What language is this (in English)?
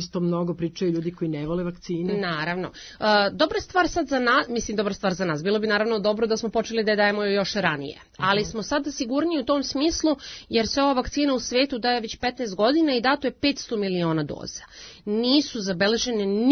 Serbian